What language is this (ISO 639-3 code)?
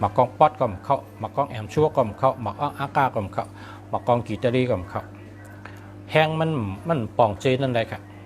shn